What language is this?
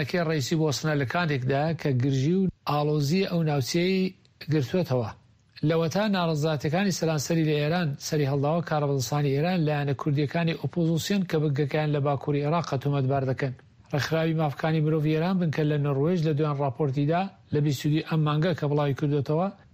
Central Kurdish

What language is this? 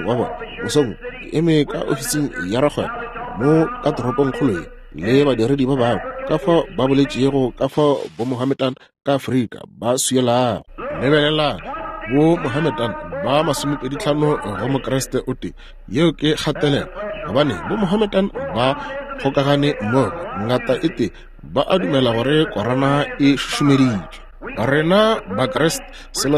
Northern Sotho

